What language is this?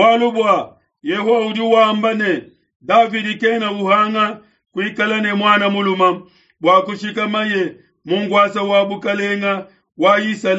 Luba-Lulua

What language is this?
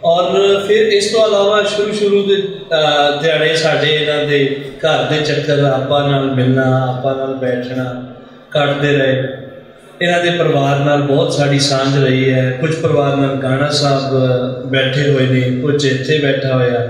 Western Panjabi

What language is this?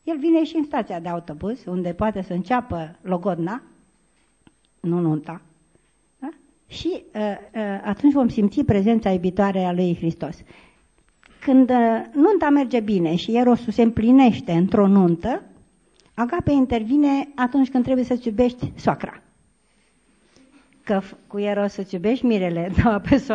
Romanian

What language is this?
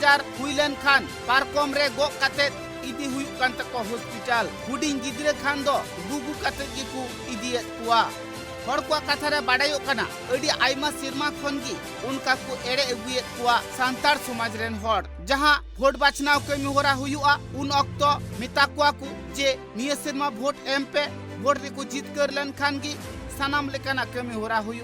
Santali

